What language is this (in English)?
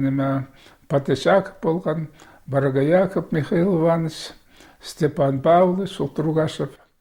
Khakas